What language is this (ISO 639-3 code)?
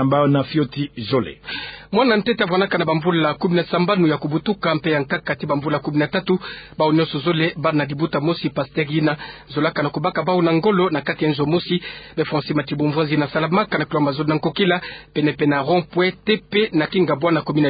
ktu